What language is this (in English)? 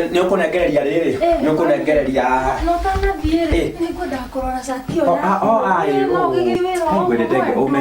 Kikuyu